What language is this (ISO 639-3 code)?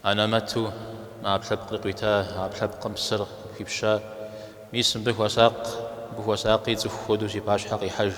kbd